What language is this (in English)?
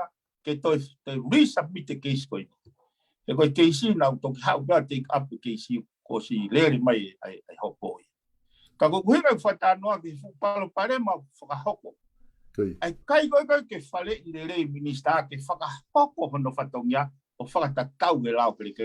Tongan